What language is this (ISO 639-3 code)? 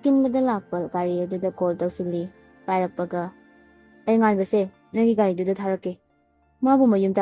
mni